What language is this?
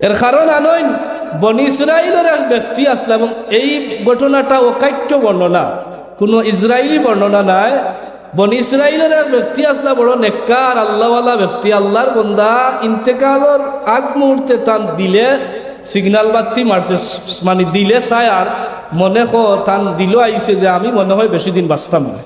Sylheti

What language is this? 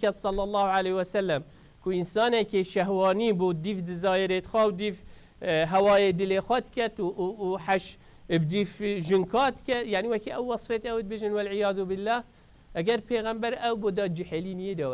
Kurdish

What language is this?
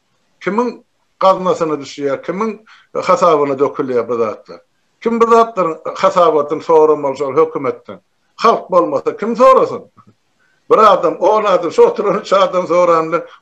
Turkmen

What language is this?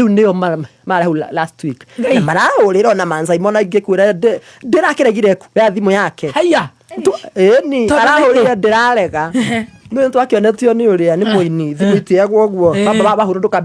Kikuyu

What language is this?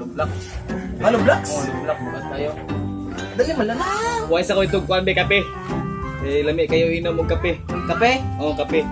Cebuano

